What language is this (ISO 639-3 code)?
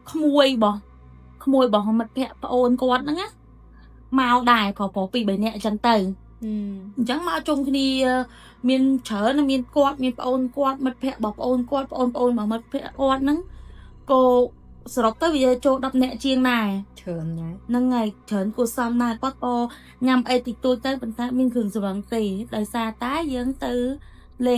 khm